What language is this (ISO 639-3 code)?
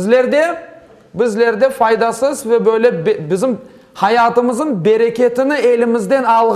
crh